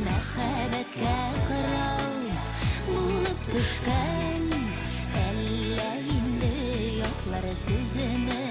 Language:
Tatar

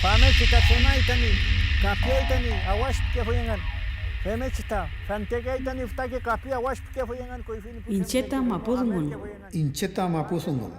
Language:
Mapuche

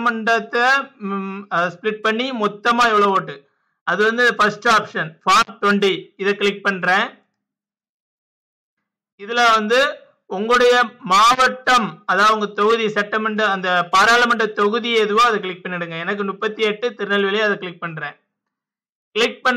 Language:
Tamil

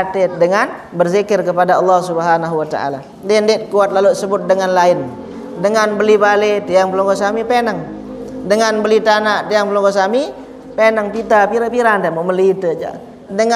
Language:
Sasak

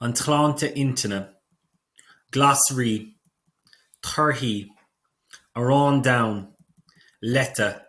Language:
Irish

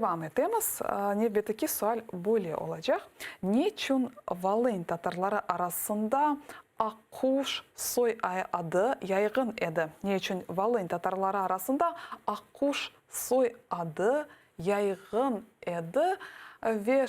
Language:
Crimean Tatar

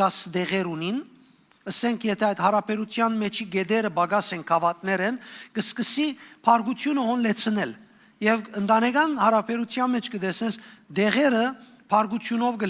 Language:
Western Armenian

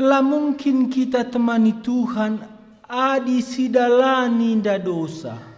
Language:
Batak Karo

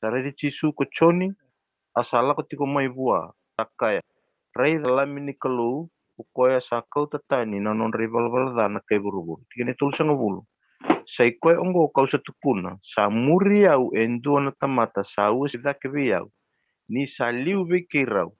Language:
Fijian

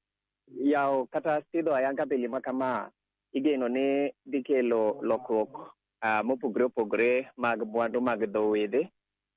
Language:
Luo (Kenya and Tanzania)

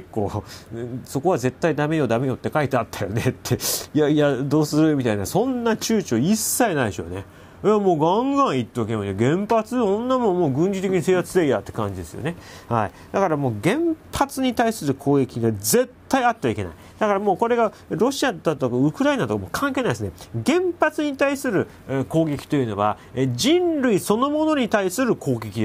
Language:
Japanese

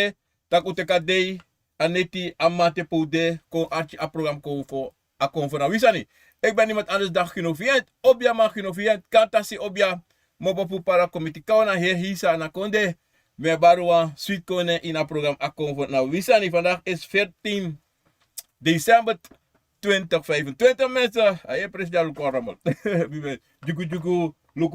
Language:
Sranan Tongo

